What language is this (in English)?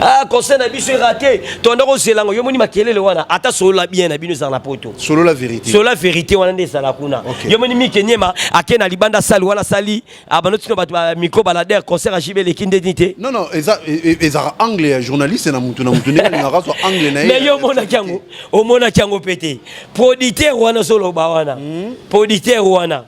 Lingala